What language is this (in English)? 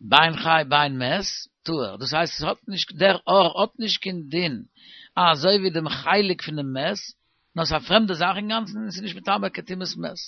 Yiddish